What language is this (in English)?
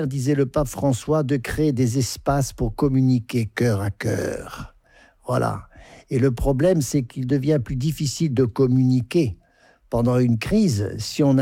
French